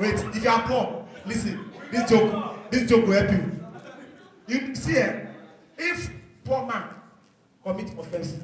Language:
Nigerian Pidgin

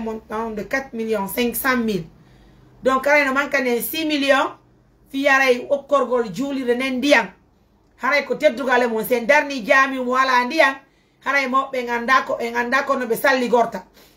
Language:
Fula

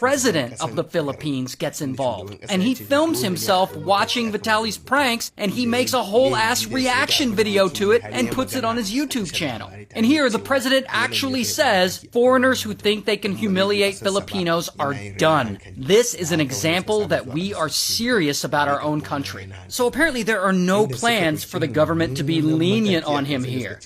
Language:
Hausa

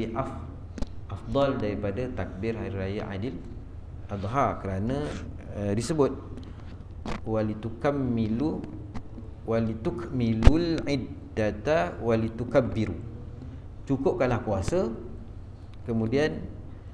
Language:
Malay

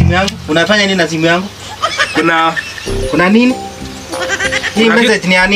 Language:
Swahili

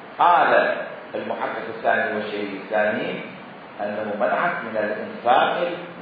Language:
Mesopotamian Arabic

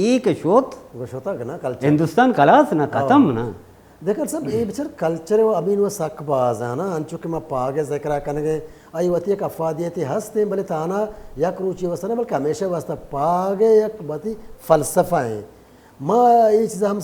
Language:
Baluchi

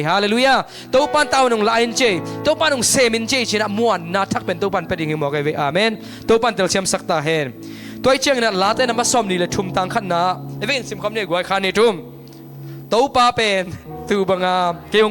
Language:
Tedim Chin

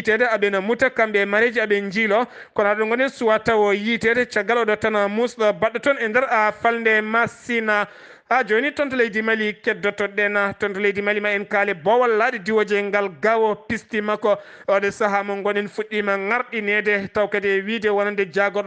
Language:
Fula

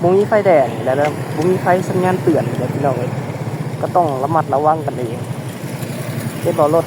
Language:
Lao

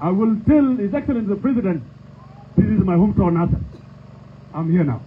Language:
Nuer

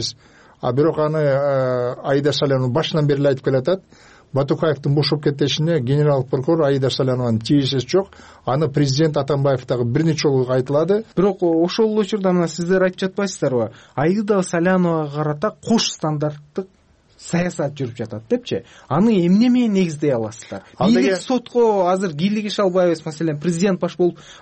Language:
Kyrgyz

